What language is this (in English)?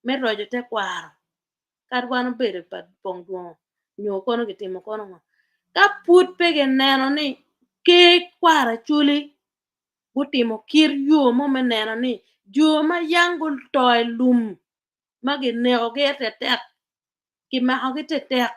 Acoli